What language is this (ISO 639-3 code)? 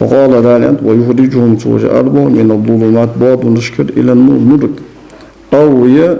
inh